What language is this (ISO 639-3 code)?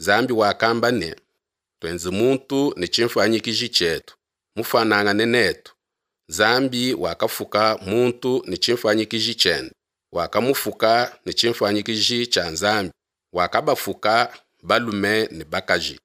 lua